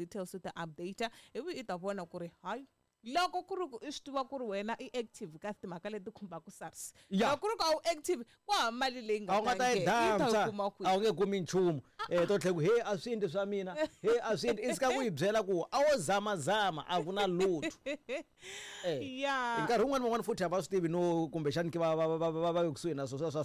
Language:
Tsonga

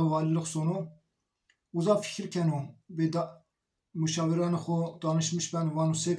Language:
Zaza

